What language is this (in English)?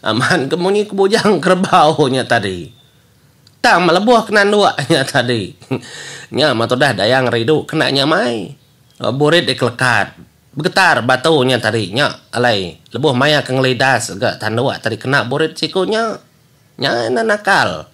Iban